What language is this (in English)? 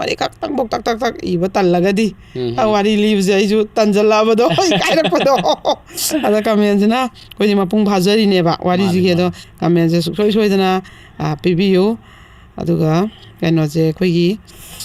Manipuri